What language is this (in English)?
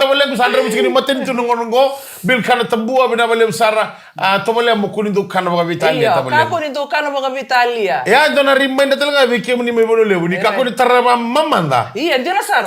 Fijian